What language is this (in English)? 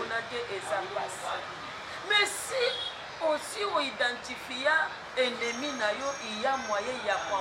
Lingala